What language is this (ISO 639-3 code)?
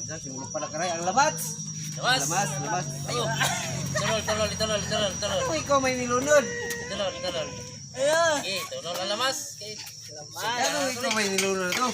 ceb